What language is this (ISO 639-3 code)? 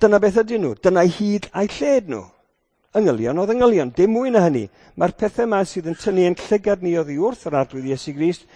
cym